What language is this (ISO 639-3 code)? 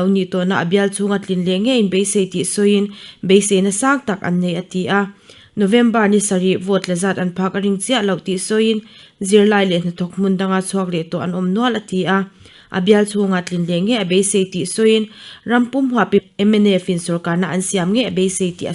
lus